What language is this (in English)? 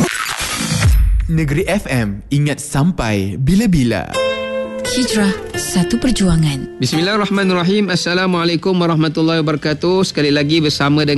Malay